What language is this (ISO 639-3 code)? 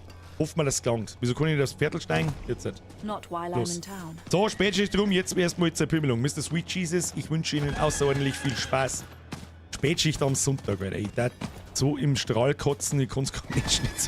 bar